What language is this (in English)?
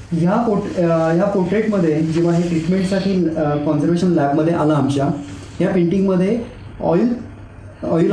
Marathi